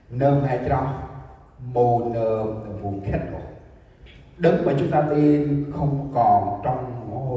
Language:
Central Mnong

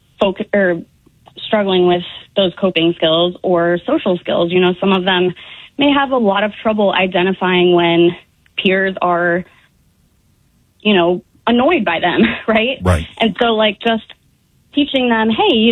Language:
English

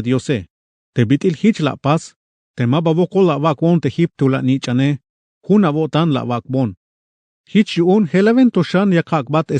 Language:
Tzeltal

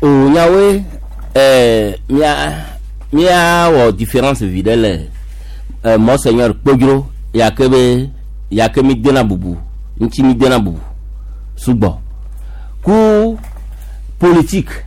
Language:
Gen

